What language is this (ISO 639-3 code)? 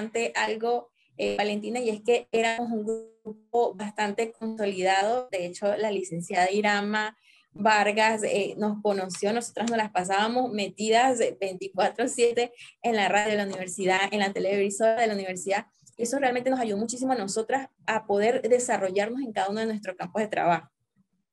spa